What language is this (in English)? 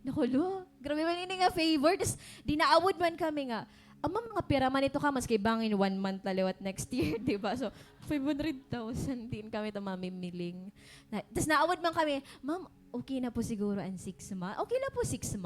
Waray